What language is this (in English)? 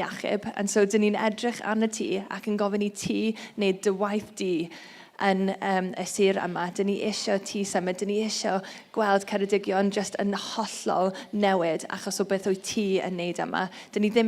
Welsh